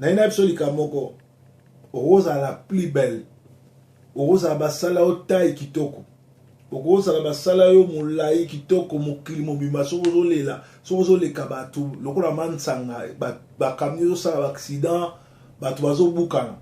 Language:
Lingala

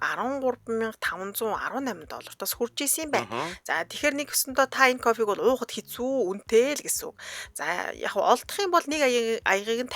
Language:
Mongolian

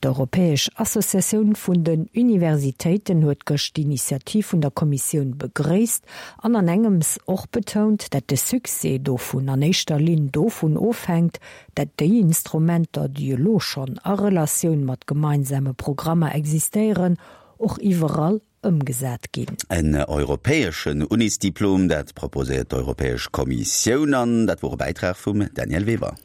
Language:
Luxembourgish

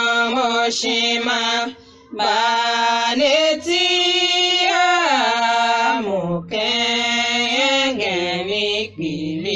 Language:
Tiv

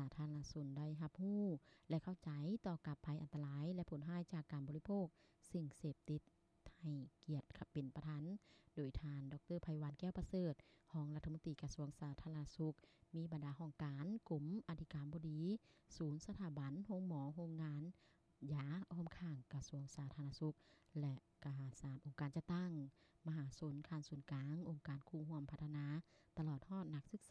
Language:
Lao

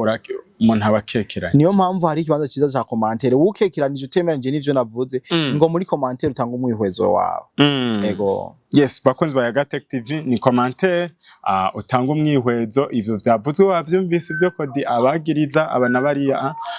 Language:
Rundi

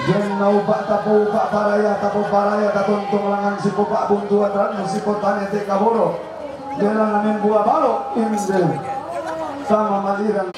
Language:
Toraja-Sa'dan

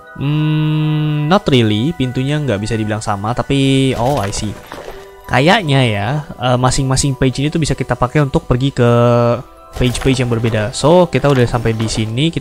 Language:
Indonesian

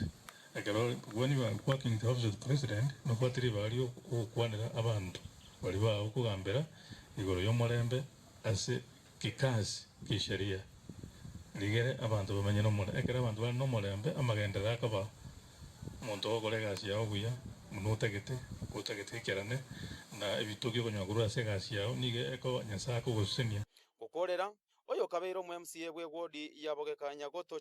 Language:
Gusii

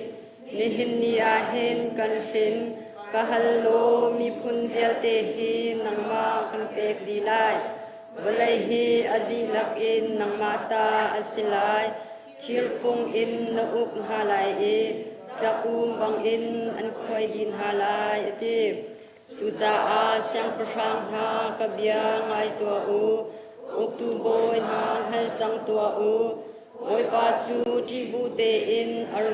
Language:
Hakha Chin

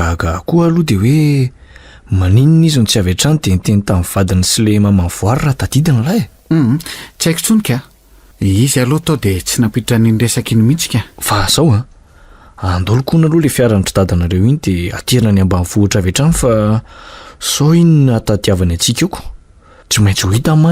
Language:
Malagasy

